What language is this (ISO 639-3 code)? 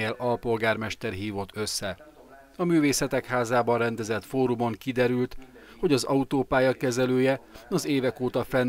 hun